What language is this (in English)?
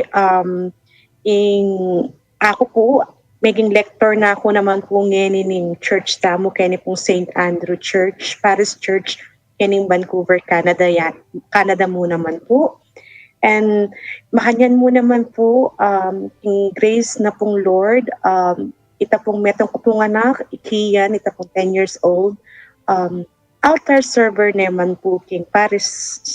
Pampanga